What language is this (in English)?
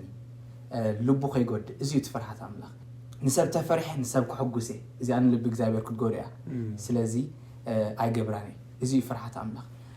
Tigrinya